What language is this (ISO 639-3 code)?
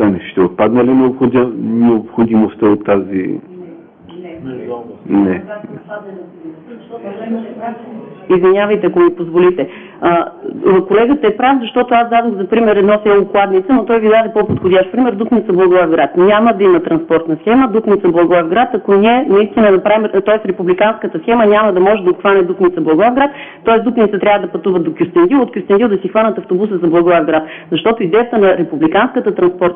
bul